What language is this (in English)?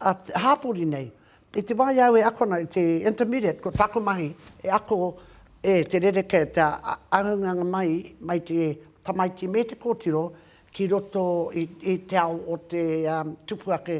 Māori